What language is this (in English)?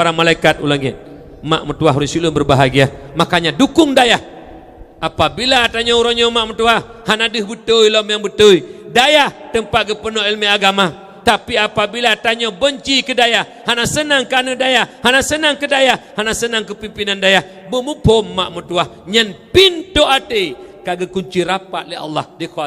Achinese